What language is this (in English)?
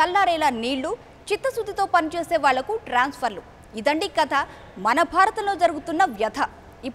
Telugu